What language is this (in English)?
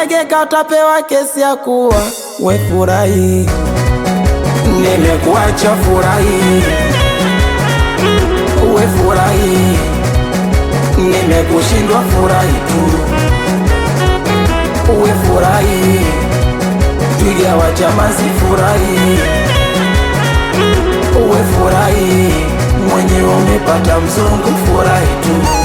Swahili